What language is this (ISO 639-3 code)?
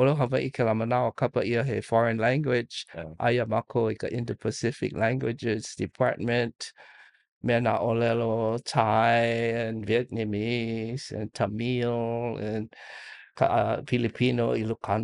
haw